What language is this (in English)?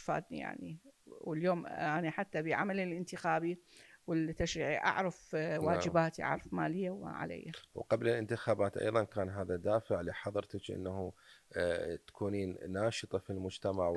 Mesopotamian Arabic